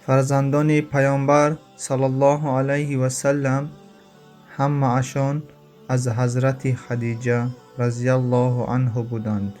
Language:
Tajik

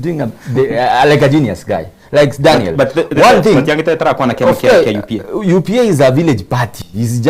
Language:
Gusii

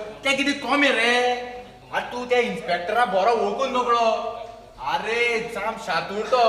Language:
Konkani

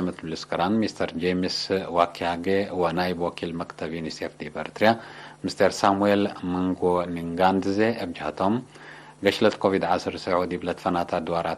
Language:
Tigre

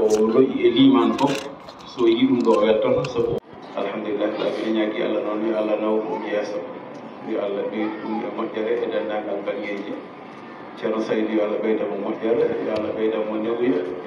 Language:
Fula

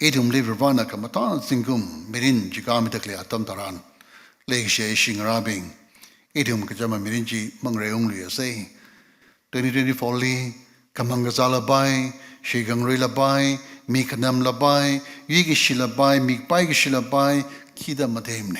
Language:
Tangkhul Naga (India)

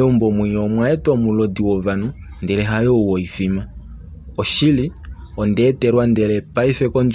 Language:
Kuanyama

